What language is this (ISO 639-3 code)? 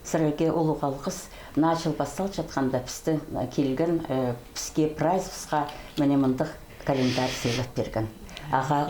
kjh